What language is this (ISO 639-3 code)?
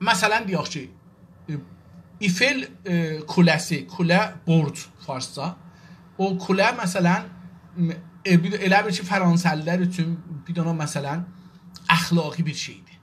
azb